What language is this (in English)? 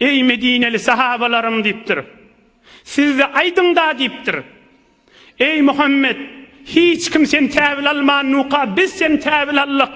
Turkmen